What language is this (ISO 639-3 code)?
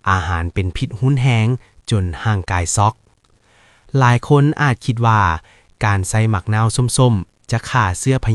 lao